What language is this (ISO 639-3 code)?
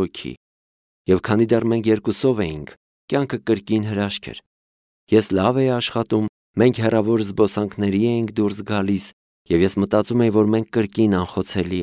hye